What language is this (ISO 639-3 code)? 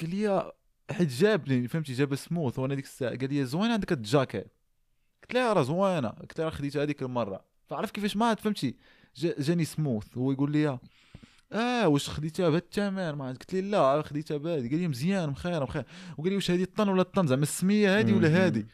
ary